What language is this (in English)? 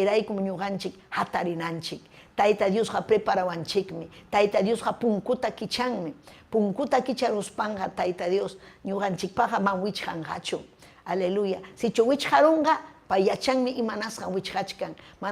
Ayacucho Quechua